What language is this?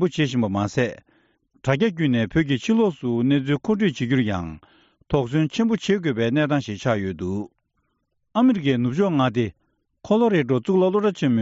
Tibetan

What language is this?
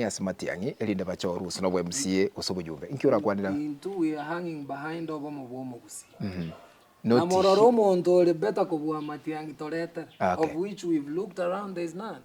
Gusii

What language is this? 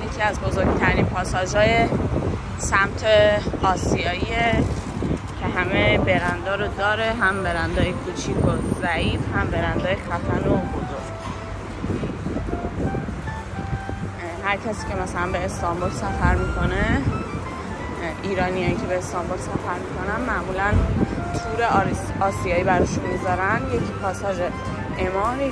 Persian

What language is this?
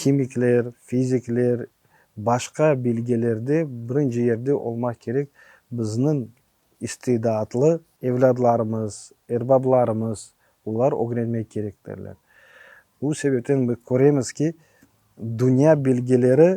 Crimean Tatar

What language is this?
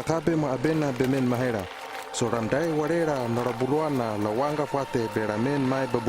Hano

